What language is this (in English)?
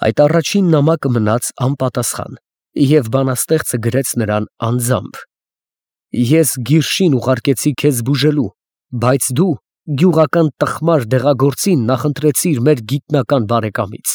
Armenian